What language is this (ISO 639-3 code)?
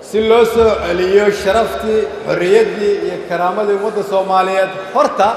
som